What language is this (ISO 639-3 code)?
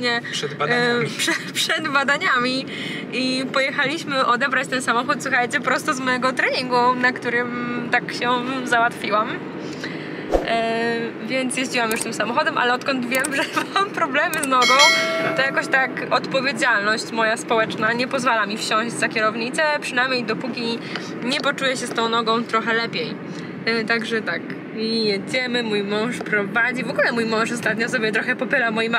pol